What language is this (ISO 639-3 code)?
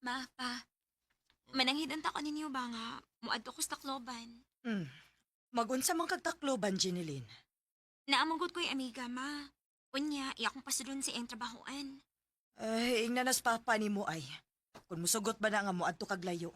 ceb